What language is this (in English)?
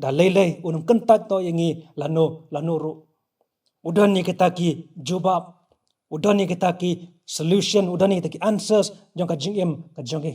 Khasi